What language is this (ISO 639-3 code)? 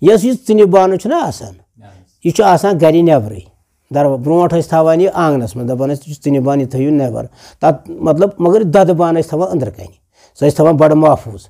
kas